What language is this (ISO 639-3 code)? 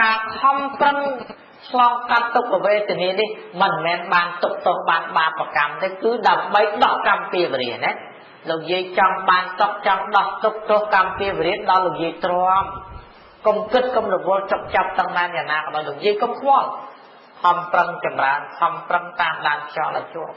khm